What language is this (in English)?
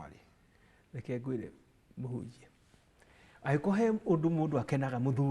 Kikuyu